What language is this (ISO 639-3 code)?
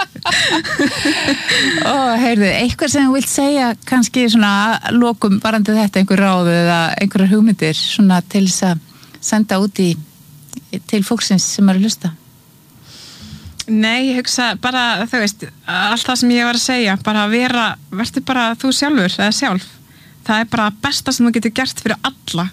isl